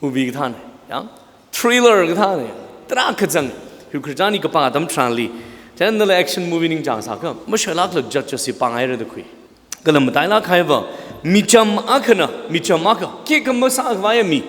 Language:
Tangkhul Naga (India)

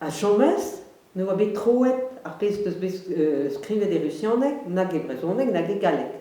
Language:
Breton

